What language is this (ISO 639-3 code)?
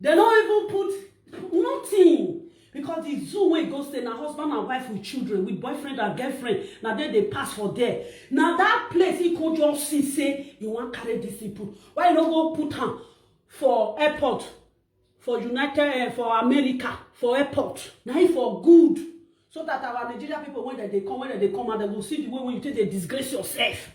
pcm